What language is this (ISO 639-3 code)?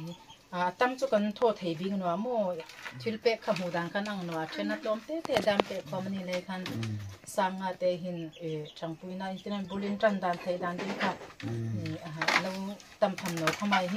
hmr